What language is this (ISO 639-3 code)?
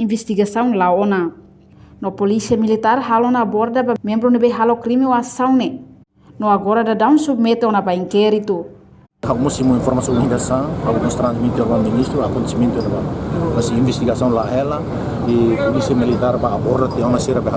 tet